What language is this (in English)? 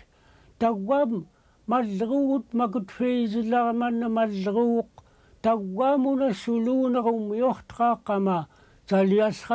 Central Yupik